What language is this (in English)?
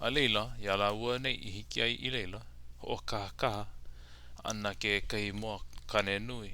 Hawaiian